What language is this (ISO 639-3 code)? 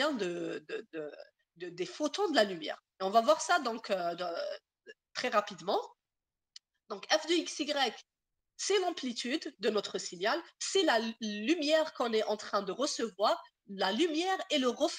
fra